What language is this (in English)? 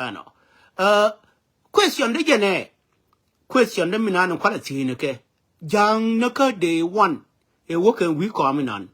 Nuer